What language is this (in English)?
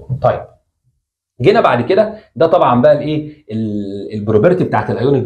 Egyptian Arabic